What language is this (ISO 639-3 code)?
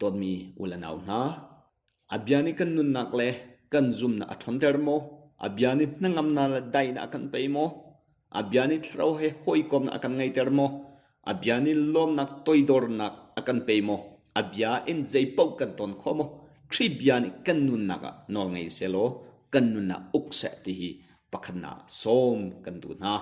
cnh